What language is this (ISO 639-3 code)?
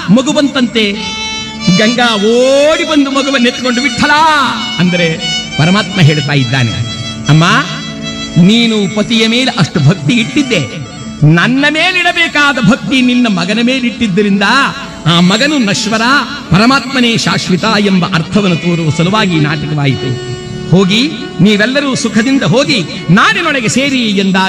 kan